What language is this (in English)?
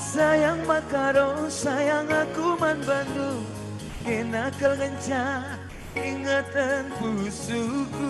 Batak Karo